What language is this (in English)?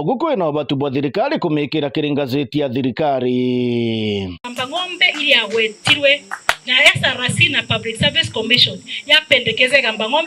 Meru